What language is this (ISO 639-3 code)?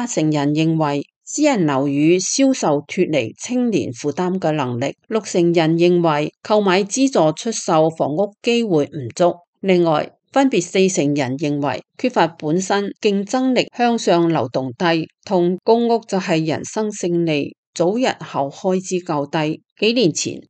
yue